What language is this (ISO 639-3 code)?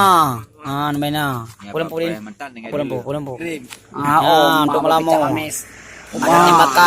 ace